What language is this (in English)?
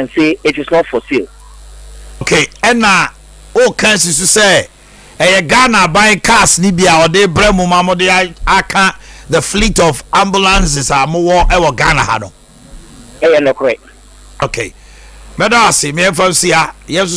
Akan